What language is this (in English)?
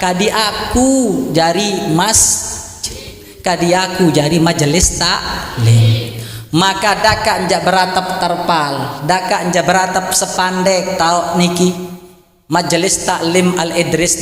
Sasak